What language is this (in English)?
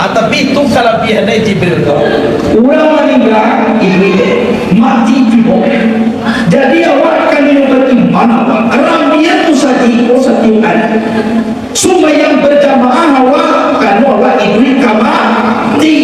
Minangkabau